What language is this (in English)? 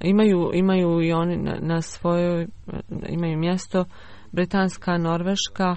Bosnian